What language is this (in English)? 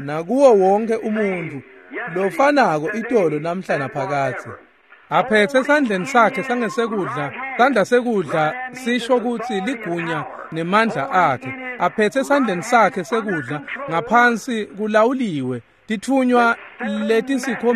Swati